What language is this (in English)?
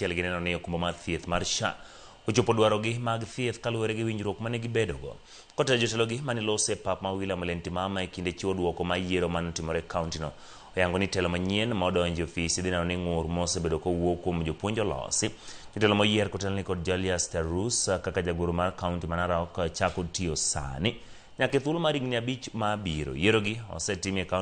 Luo (Kenya and Tanzania)